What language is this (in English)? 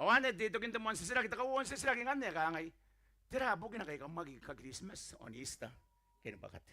Gilbertese